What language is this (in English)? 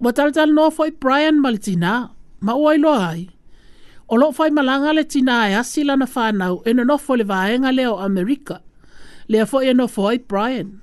Samoan